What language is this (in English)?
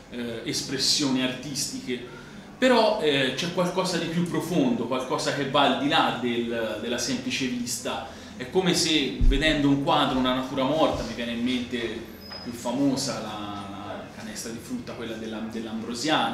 Italian